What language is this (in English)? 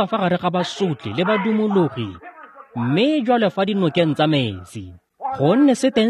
Tswana